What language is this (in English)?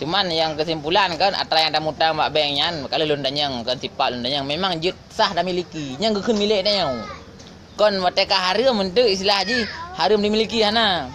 Achinese